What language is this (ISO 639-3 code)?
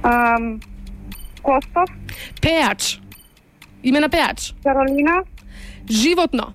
mkd